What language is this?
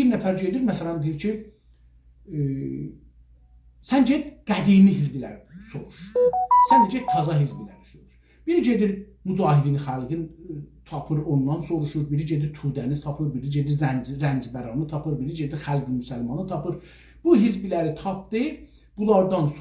South Azerbaijani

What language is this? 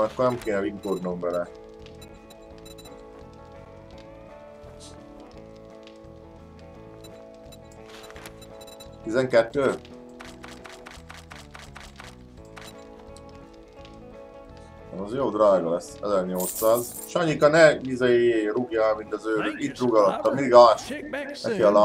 Hungarian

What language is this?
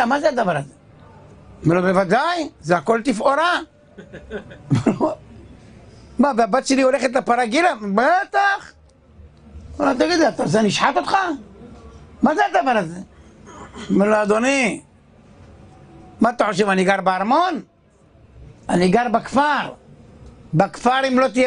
Hebrew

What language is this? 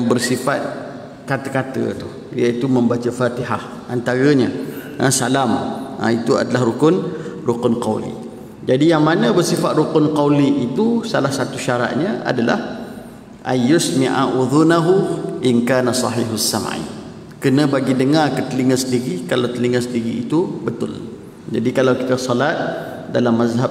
Malay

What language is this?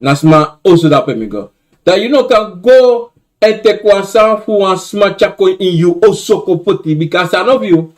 Sranan Tongo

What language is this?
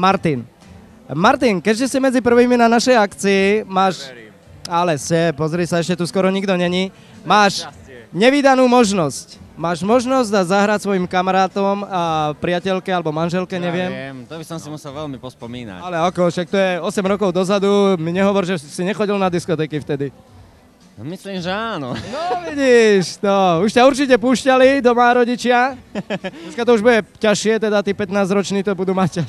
Slovak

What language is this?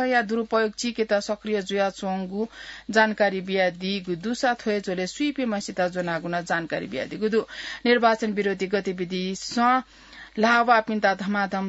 Newari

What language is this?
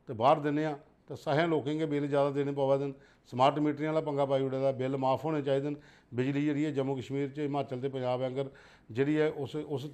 Dogri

